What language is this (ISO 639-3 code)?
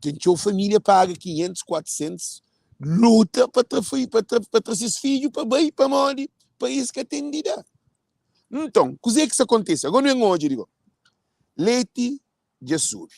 kea